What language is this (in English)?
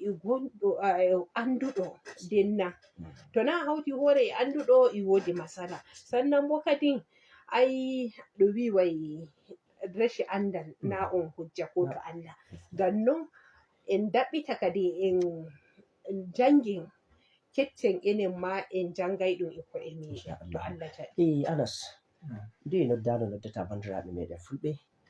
Fula